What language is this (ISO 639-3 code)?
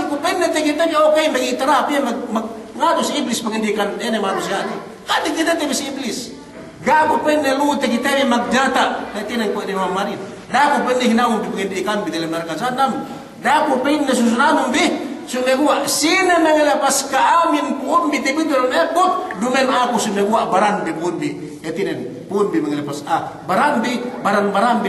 yka